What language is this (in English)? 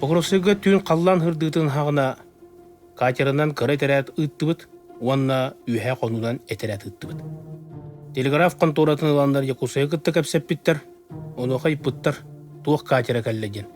Yakut